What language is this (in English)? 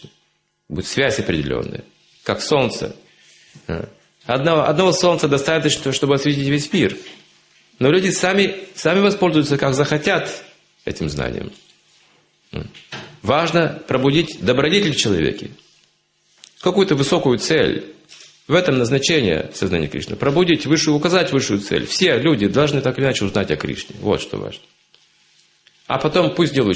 Russian